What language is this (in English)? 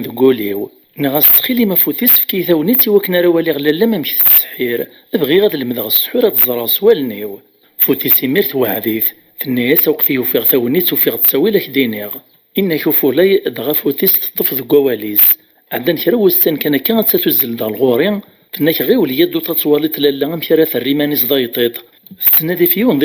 Kabyle